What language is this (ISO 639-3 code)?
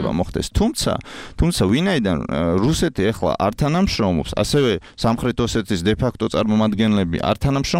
kat